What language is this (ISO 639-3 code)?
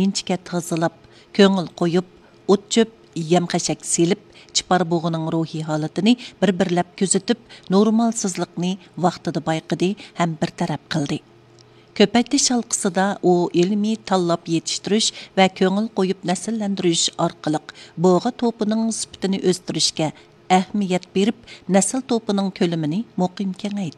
uig